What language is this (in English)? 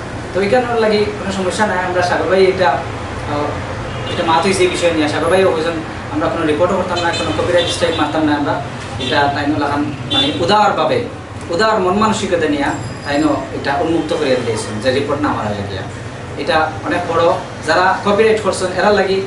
Sylheti